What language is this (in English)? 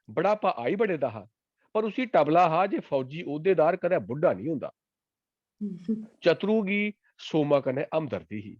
Dogri